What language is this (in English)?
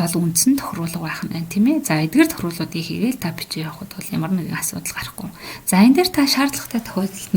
Mongolian